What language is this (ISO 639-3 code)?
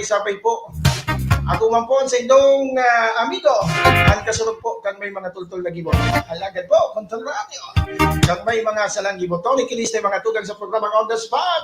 bik